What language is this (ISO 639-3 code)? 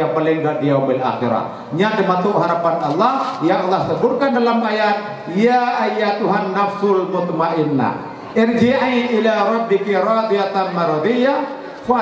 ace